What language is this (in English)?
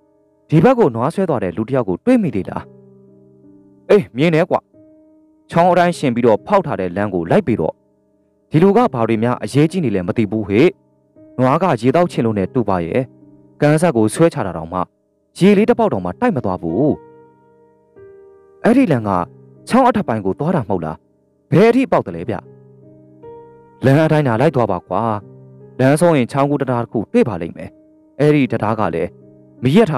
Burmese